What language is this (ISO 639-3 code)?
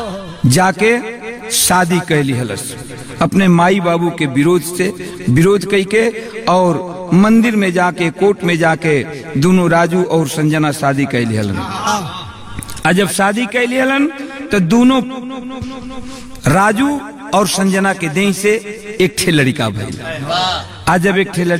bho